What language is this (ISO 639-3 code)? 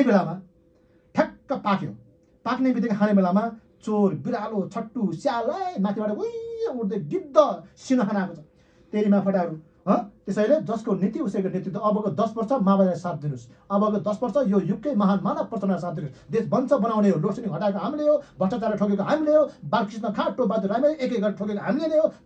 nep